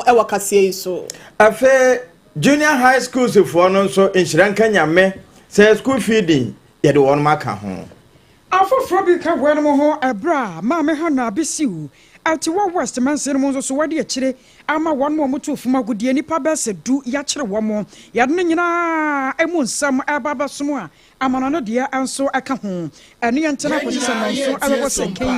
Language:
Akan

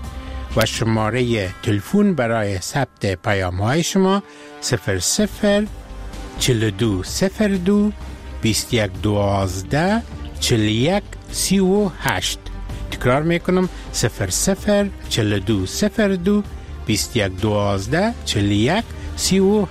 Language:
Persian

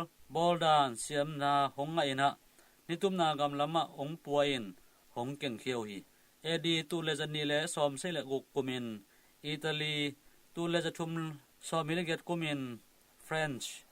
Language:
Tedim Chin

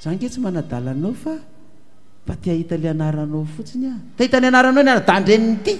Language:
Malagasy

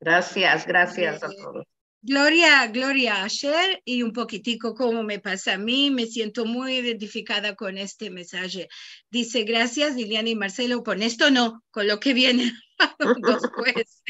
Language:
Ladino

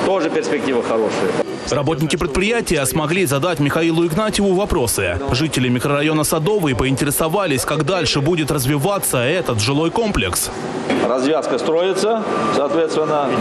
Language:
Russian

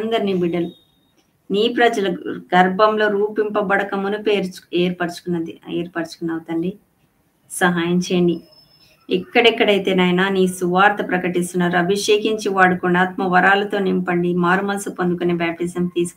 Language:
Telugu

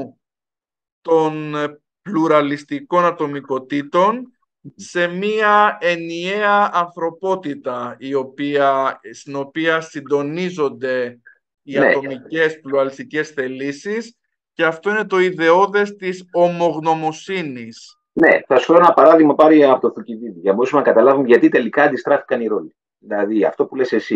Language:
Greek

